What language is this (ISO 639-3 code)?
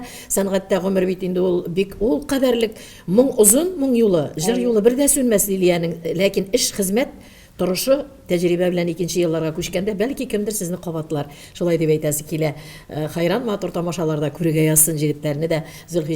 bak